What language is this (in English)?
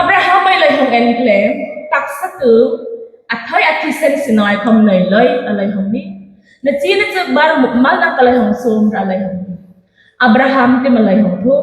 Hmar